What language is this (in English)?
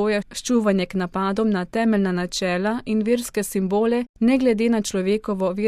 Slovenian